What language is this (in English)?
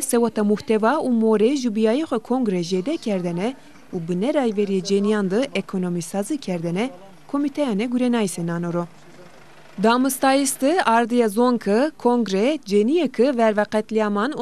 Zaza